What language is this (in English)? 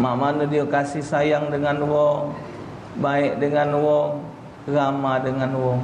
Musi